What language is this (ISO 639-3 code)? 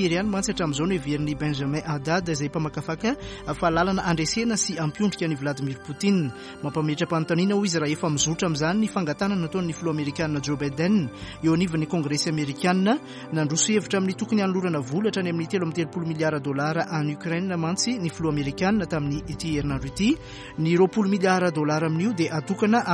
mlg